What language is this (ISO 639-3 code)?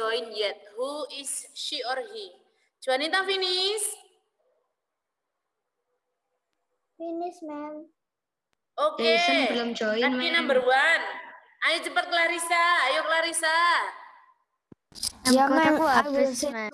ind